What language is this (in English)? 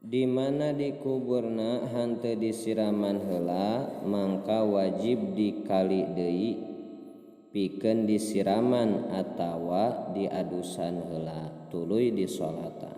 Sundanese